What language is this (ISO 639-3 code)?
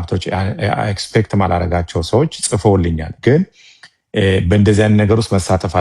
amh